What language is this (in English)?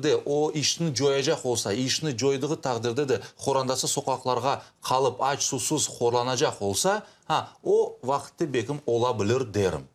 Crimean Tatar